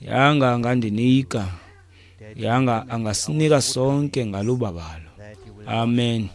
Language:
Xhosa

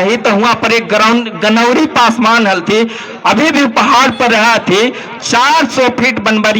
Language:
Magahi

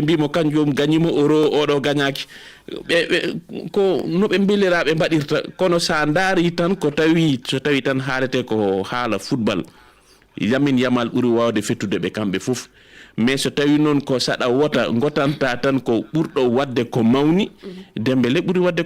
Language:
Fula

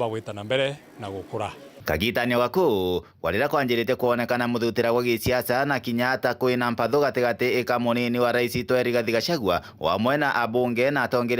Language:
Meru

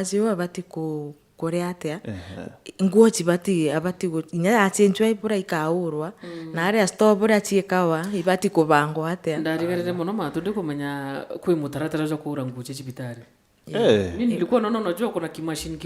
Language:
Meru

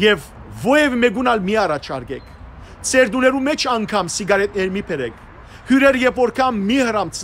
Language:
Western Armenian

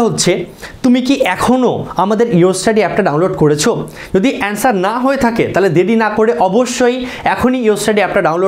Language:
Bangla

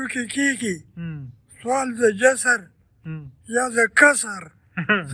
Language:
Pashto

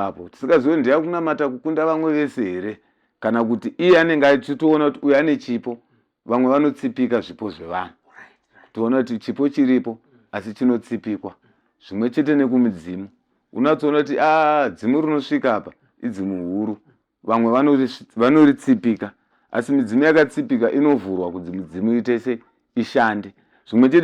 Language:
Shona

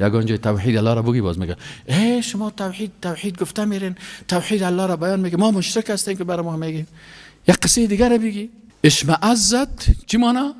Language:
Persian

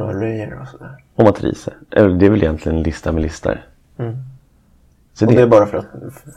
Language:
Swedish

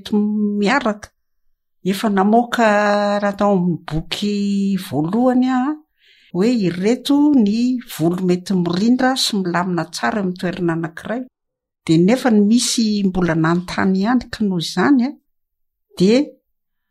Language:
Malagasy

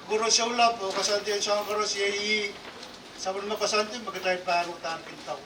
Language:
Pohnpeian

